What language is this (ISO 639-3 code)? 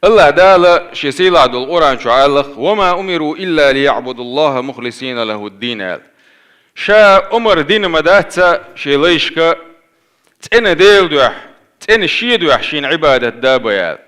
che